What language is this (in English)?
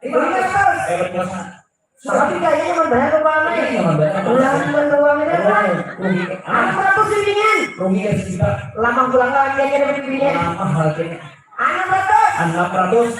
Banjar